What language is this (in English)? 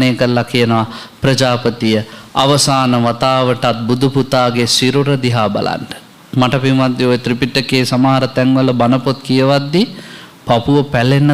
Sinhala